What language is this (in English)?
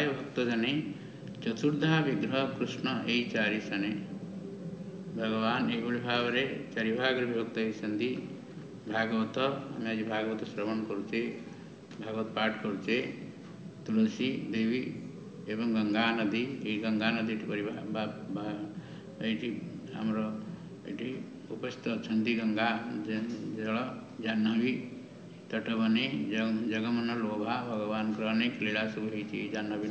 Odia